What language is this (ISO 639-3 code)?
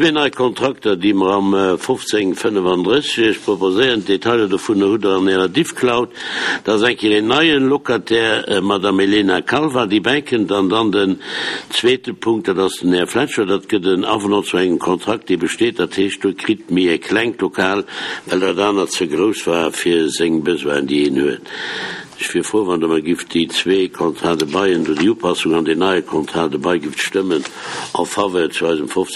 ltz